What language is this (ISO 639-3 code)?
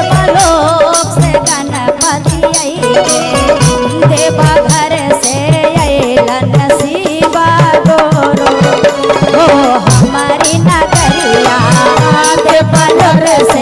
mag